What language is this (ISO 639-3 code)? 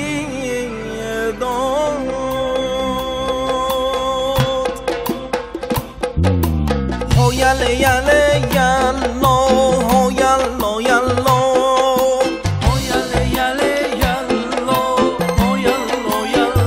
fas